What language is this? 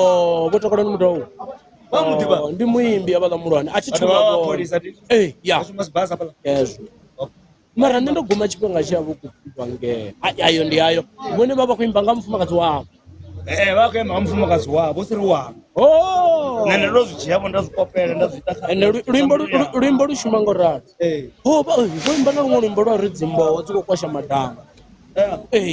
Venda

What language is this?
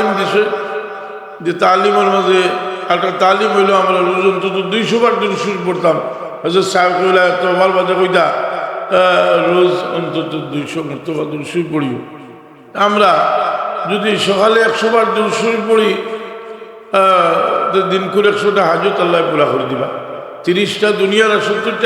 Sylheti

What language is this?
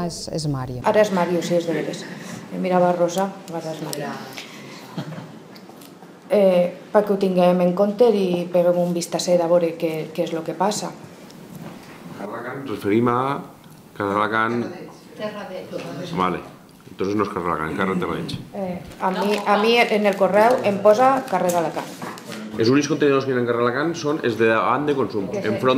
Catalan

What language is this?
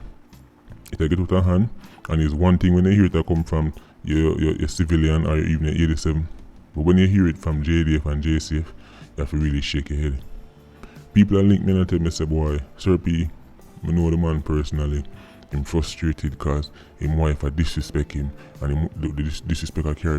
Jamaican Creole English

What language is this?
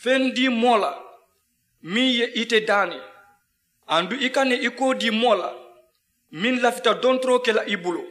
Mandingo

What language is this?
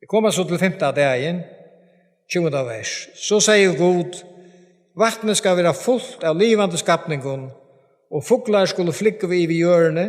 Faroese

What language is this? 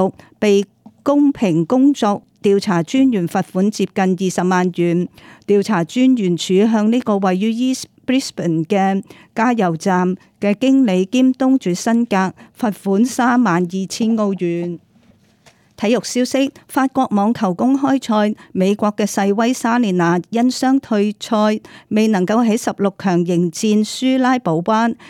Cantonese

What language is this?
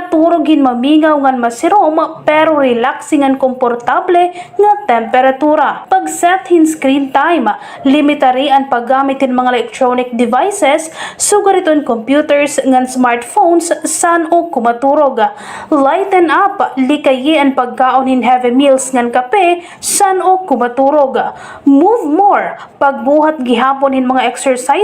Waray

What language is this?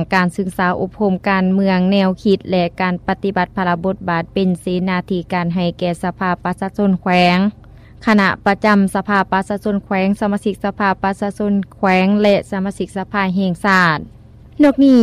Lao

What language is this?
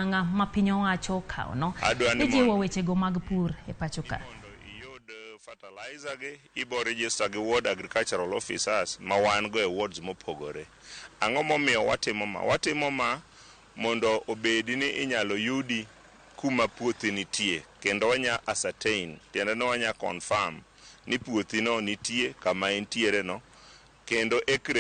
Luo (Kenya and Tanzania)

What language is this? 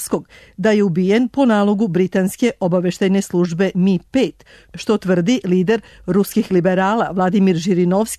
Serbian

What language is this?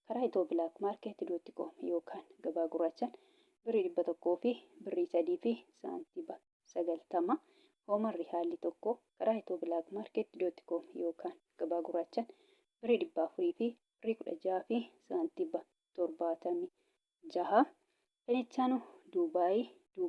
Oromo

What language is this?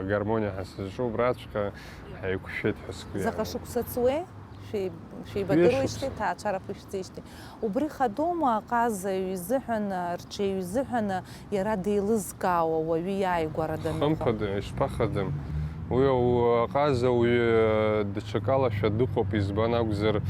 Abkhazian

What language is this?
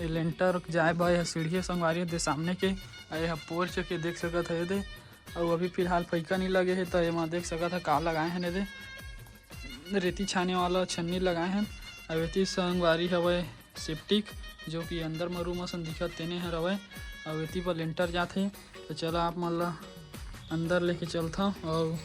Chhattisgarhi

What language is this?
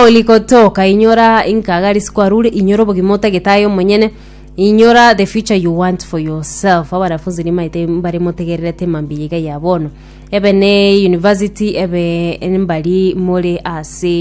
Gusii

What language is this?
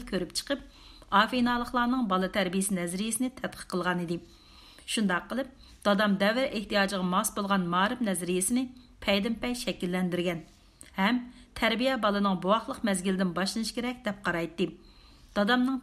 Uyghur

